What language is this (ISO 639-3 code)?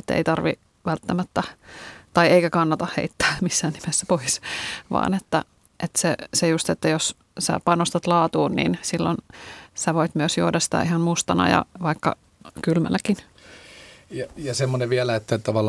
fin